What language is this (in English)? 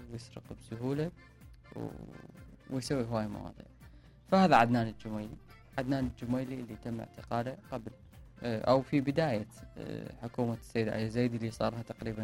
Mesopotamian Arabic